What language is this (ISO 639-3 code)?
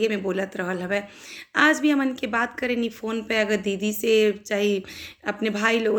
bho